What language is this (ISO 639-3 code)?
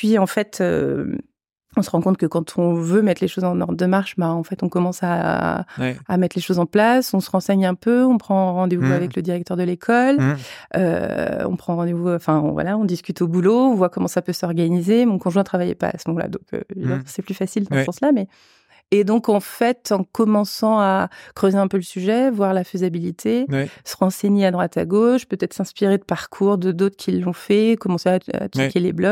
fra